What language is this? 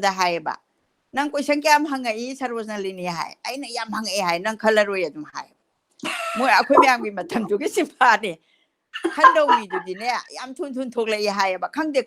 Manipuri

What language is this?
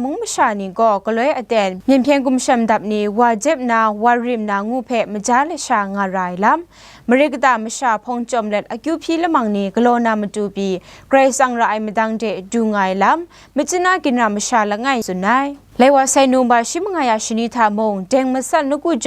Kachin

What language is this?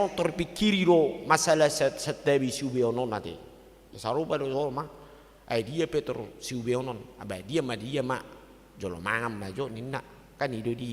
Batak Toba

